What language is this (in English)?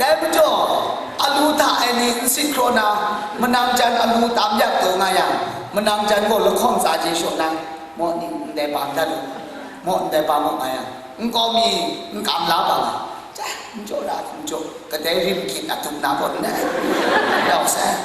Kachin